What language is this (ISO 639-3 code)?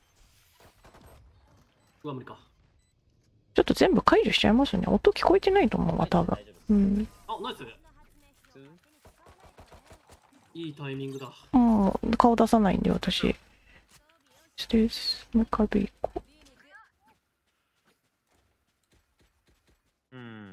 jpn